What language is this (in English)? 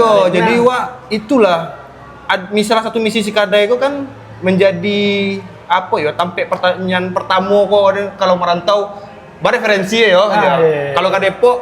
Minangkabau